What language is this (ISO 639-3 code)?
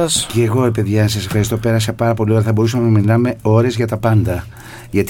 ell